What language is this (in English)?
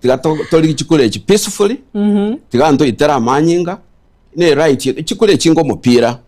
Gusii